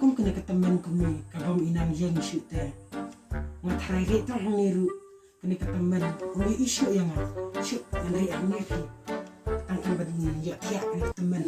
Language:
Khasi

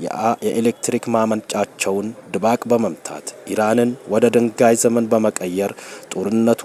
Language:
Amharic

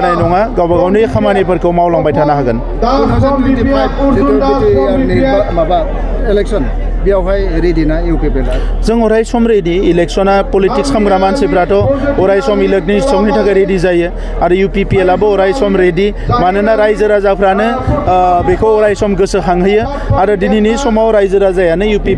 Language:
Bodo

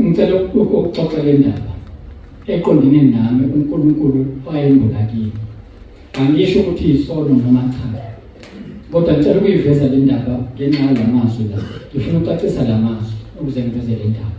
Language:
Zulu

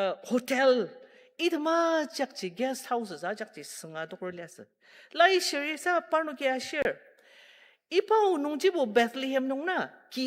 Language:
Ao Naga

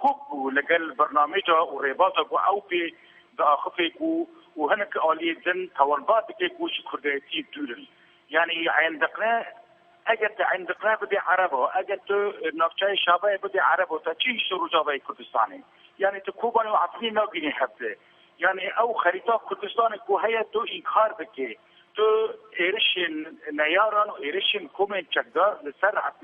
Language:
Kurdish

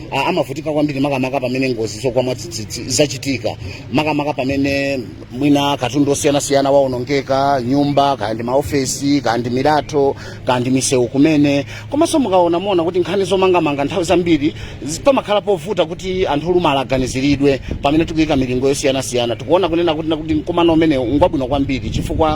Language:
Nyanja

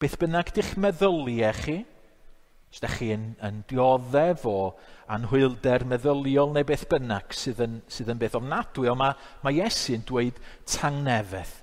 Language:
Welsh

